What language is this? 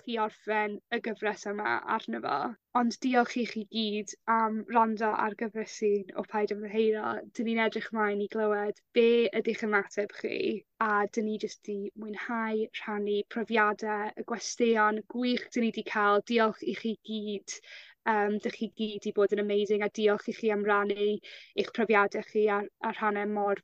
Welsh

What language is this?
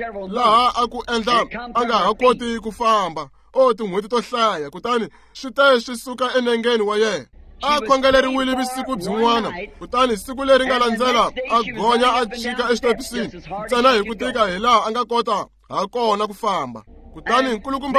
Tsonga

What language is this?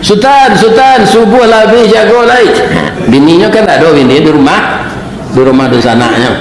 Minangkabau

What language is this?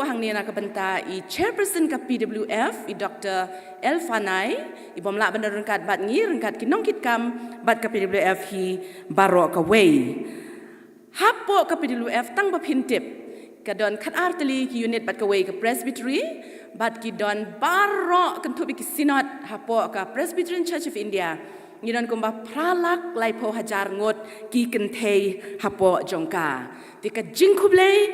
Khasi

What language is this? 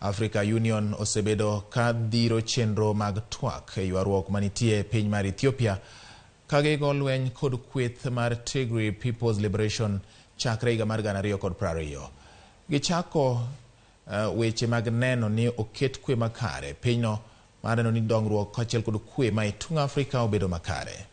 Luo (Kenya and Tanzania)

